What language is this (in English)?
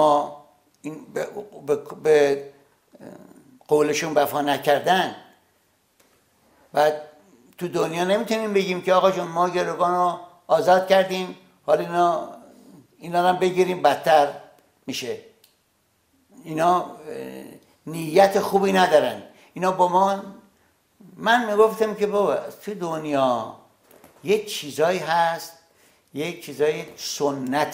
Persian